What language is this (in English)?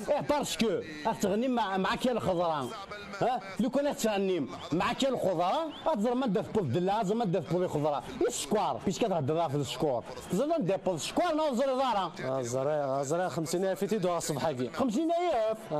Kabyle